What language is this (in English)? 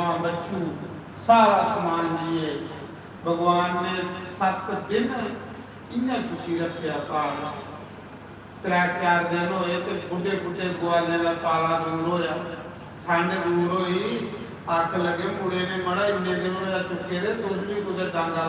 Dogri